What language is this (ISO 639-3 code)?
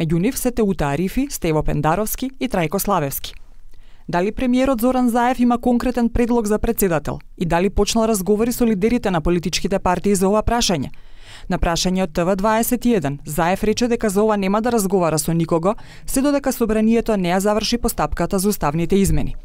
mkd